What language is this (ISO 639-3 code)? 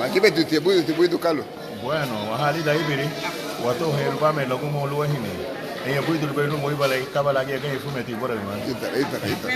cab